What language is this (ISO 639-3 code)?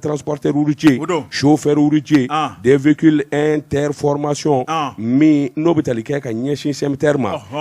bam